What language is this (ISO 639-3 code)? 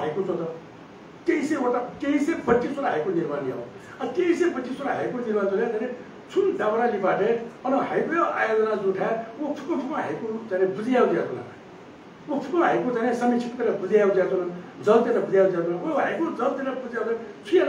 new